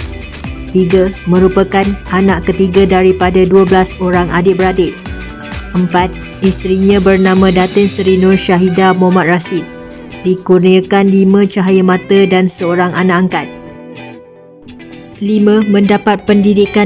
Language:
Malay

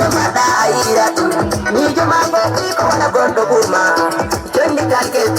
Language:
Fula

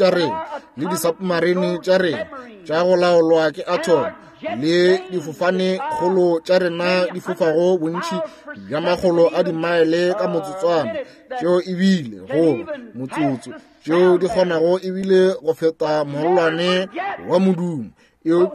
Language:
Northern Sotho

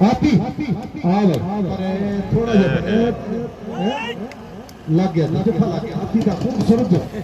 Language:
Pahari-Potwari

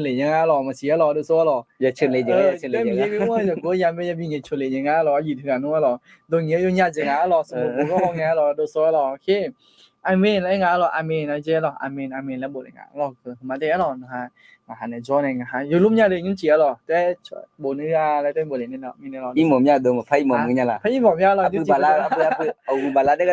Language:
Akha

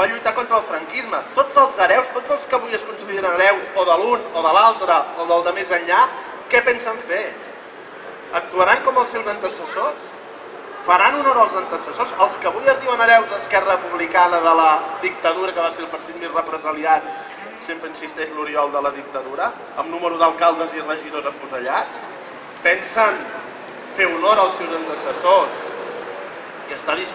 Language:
Catalan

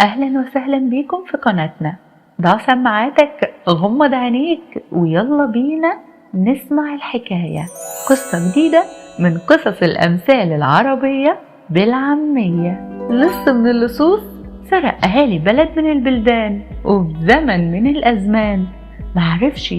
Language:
Egyptian Arabic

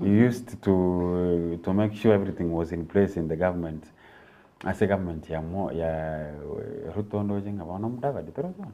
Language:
Gusii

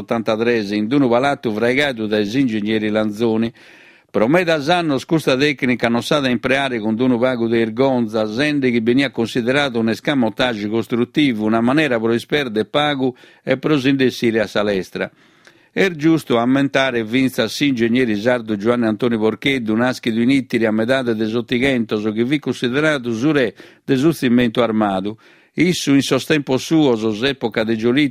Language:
Sardinian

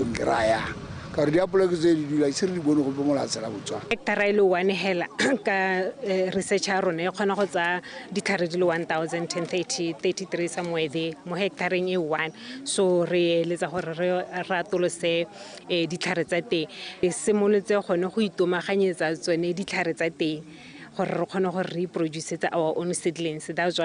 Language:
Tswana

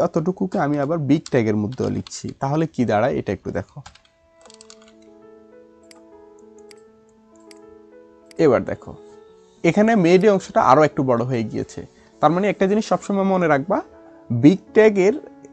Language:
Bangla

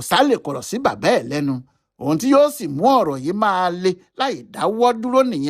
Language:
Yoruba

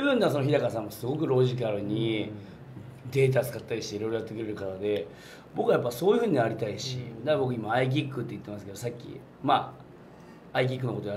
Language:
Japanese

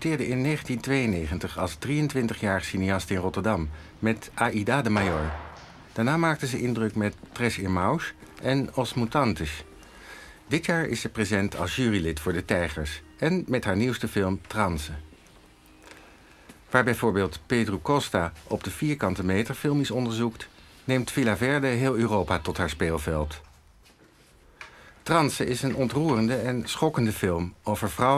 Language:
Dutch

